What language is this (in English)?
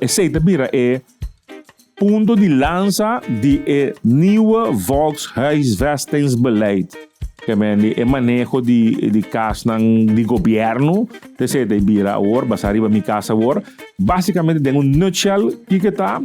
Papiamento